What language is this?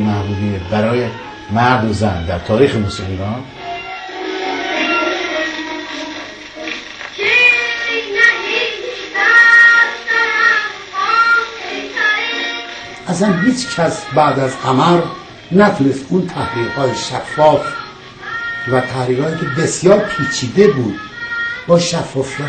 Persian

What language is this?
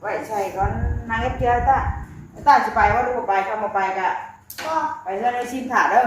Northeastern Thai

